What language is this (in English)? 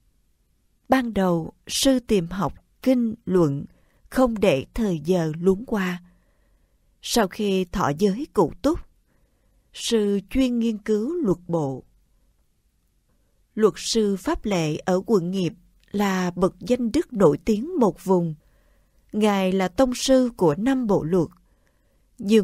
Vietnamese